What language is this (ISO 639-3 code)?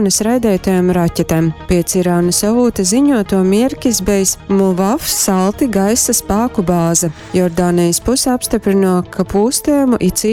ltg